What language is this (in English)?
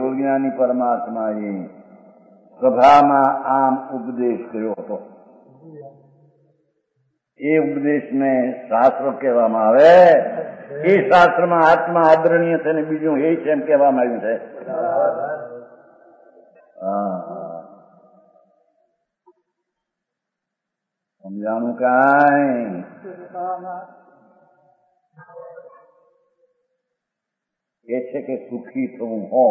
Gujarati